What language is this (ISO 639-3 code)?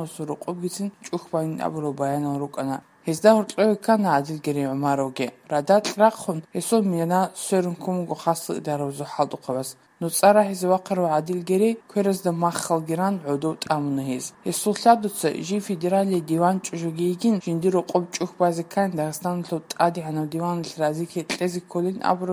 ava